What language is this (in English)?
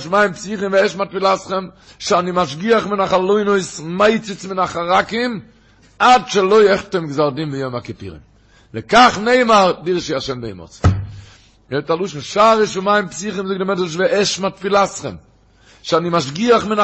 Yiddish